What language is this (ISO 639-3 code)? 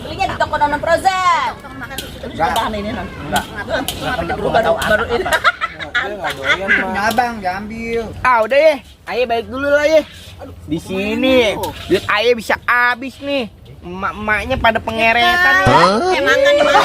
bew